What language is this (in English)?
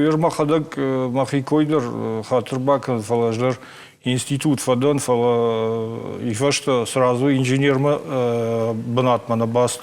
Ossetic